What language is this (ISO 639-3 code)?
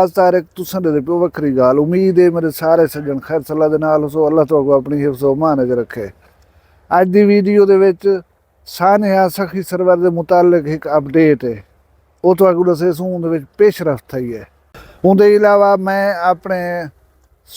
skr